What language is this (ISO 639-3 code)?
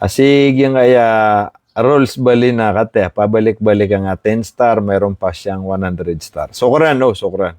mrw